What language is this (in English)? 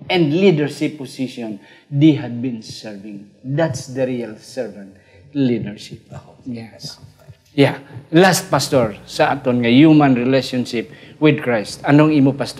Hiligaynon